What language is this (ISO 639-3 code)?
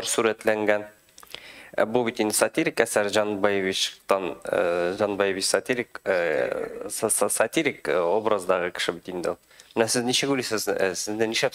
tat